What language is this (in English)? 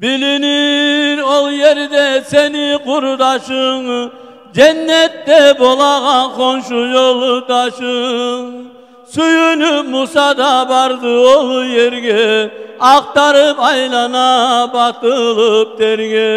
Kumyk